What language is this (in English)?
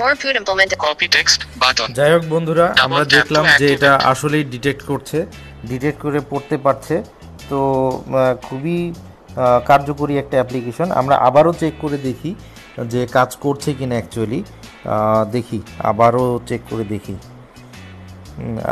Bangla